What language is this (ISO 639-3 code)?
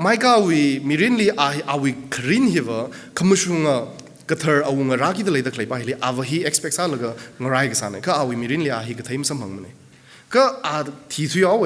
nmf